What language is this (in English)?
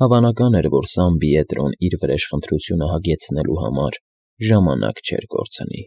Armenian